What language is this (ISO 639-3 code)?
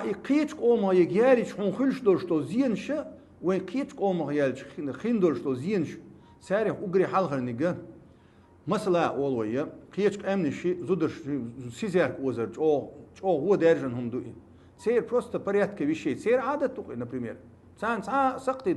che